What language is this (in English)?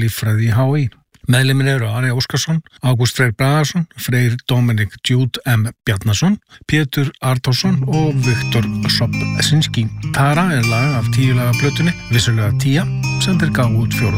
Icelandic